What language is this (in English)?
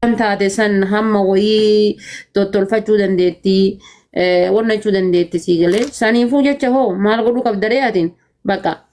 Oromo